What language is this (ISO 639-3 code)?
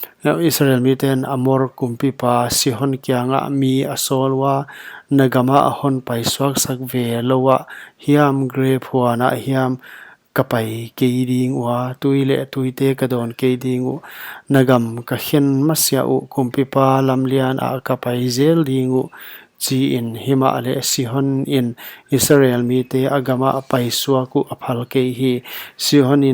pck